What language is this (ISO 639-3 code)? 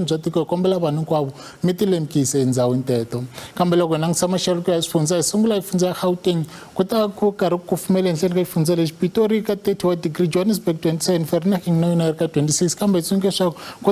tso